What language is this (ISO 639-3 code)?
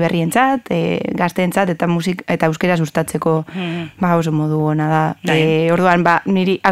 eus